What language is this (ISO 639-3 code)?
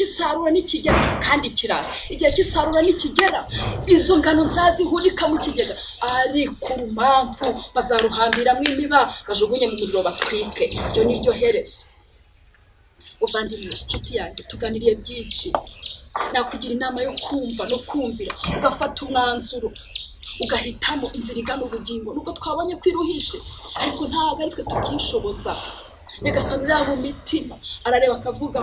kin